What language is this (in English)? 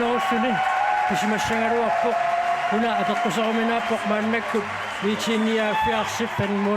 Kalaallisut